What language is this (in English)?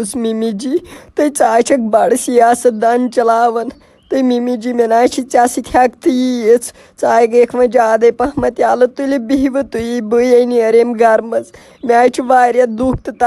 Kashmiri